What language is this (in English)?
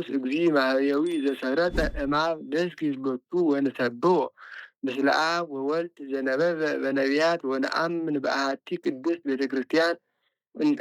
Geez